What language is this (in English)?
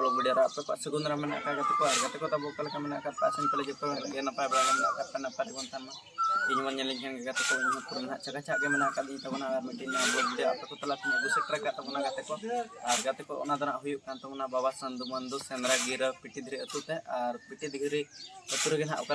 Santali